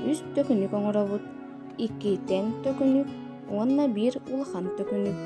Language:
Yakut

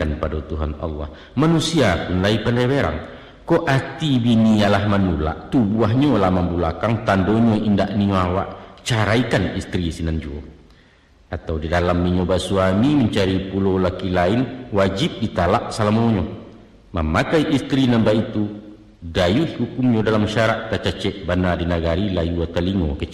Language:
Minangkabau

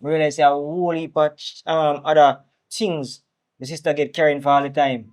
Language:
Jamaican Creole English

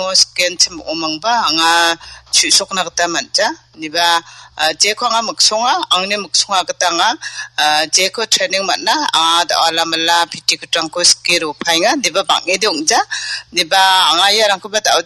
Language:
Garo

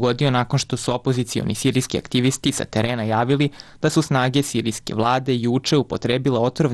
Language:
Serbian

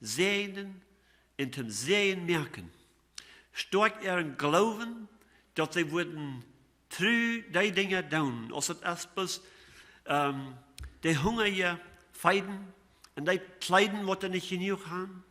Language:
Plautdietsch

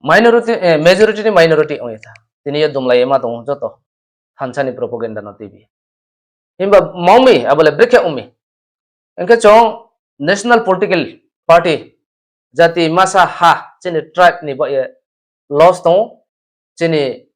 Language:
Riang (India)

